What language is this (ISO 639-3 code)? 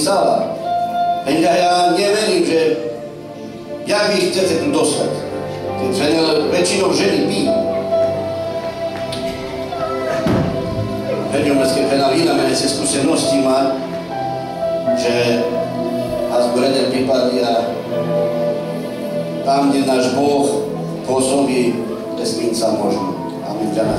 slk